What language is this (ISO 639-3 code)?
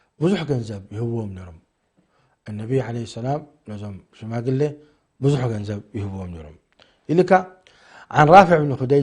tir